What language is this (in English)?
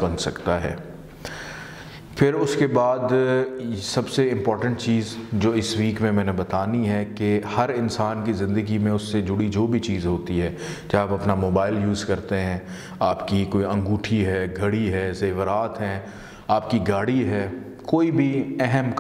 Urdu